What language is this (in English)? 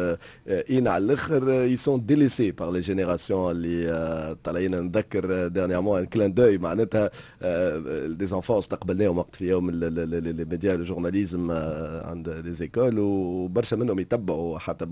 Tunisian Arabic